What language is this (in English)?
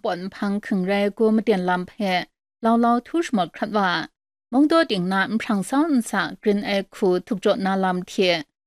Kachin